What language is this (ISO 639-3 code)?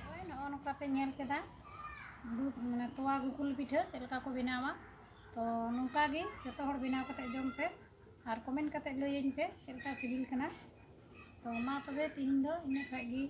sat